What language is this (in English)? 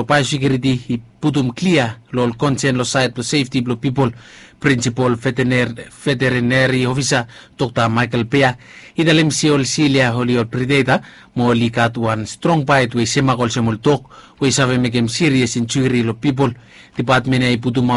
Bislama